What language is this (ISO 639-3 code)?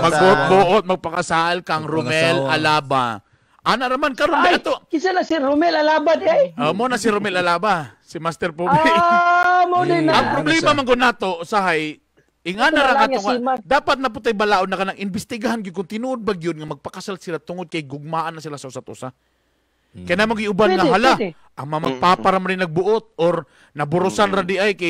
ceb